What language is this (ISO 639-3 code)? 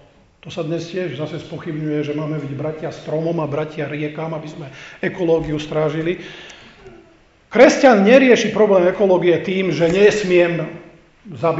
slk